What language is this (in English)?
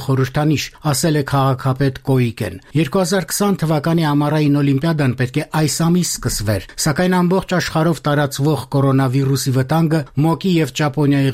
Armenian